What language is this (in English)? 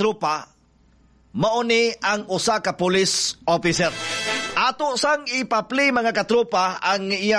Cebuano